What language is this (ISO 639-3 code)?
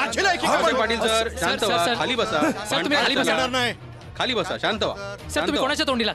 mar